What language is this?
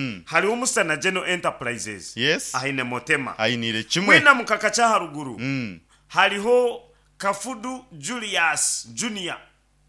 Nyankole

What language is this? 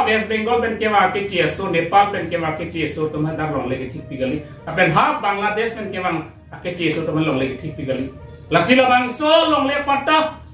Karbi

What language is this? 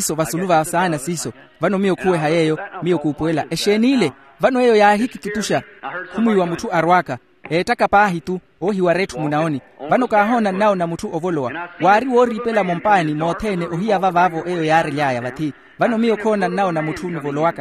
Makhuwa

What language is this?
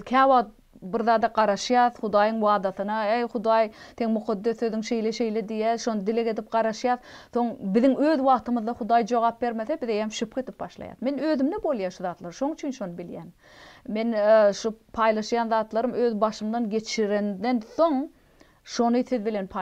Turkmen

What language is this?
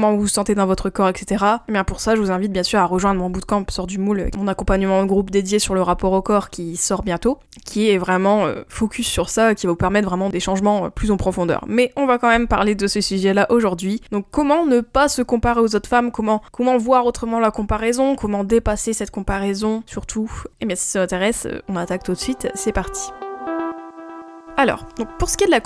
French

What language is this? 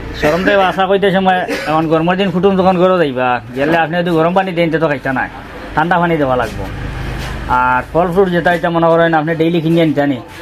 Sylheti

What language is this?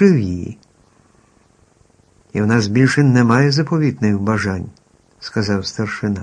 Ukrainian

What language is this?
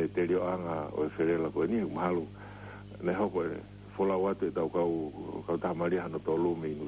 Tongan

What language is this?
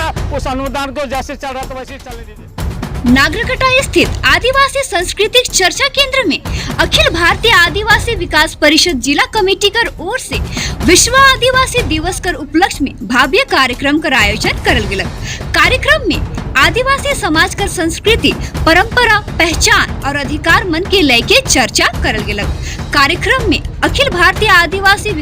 Sadri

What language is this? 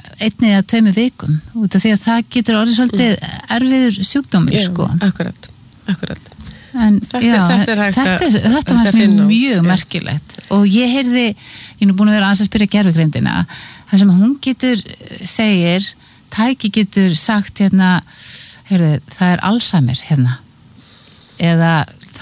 Icelandic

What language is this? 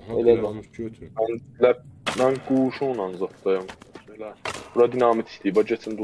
South Azerbaijani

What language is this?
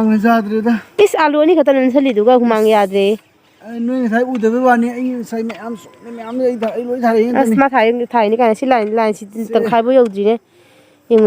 Manipuri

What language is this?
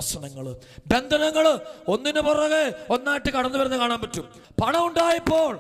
Malayalam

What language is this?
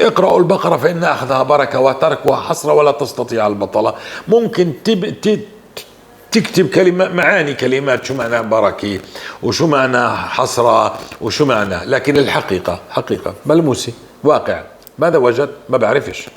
North Levantine Arabic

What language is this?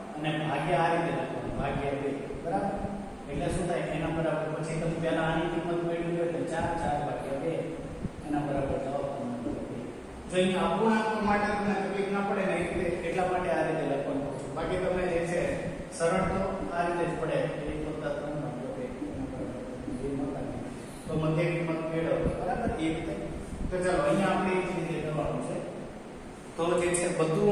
Gujarati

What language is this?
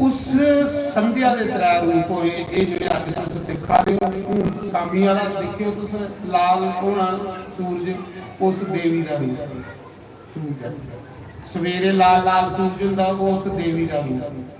Dogri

